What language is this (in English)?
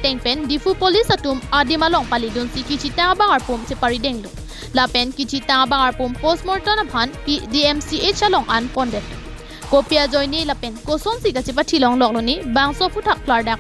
Karbi